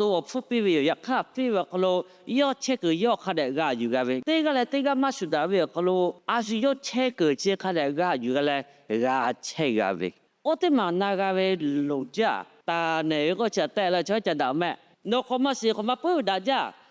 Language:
Lahu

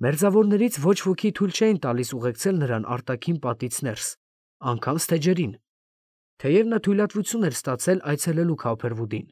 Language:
Armenian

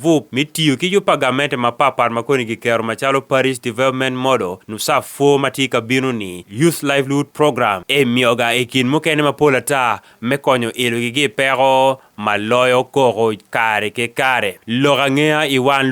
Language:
Acoli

